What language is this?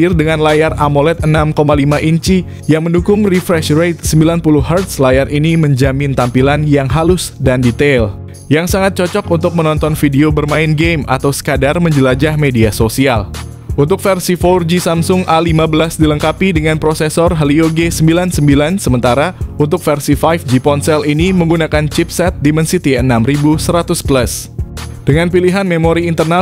Indonesian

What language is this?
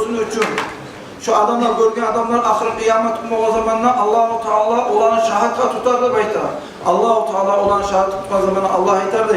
Kumyk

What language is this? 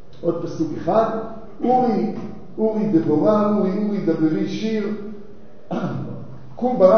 Hebrew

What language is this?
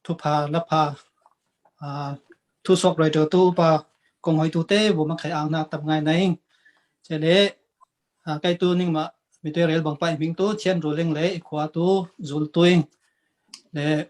Falam Chin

